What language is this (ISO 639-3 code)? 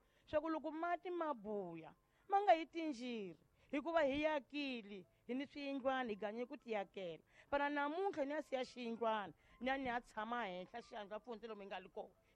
tso